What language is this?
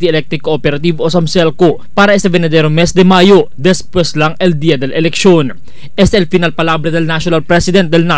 Chavacano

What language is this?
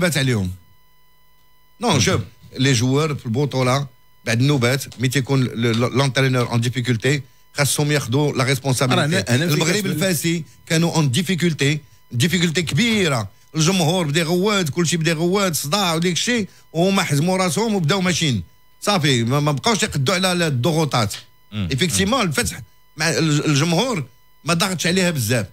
Moroccan Arabic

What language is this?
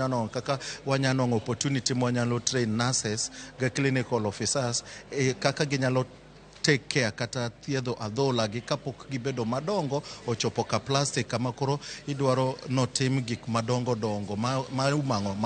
Luo (Kenya and Tanzania)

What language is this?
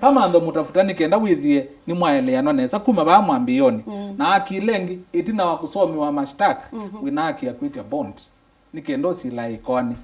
Kamba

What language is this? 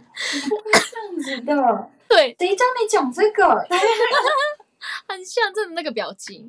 Chinese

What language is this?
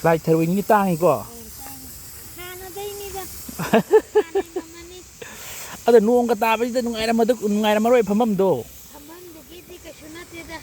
Manipuri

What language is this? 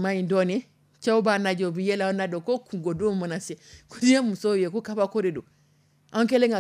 Dyula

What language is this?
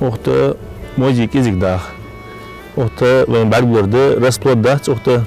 Ingush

